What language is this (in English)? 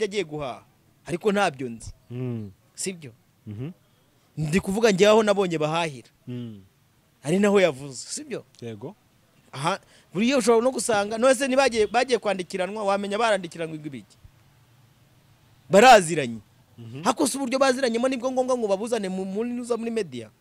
Kinyarwanda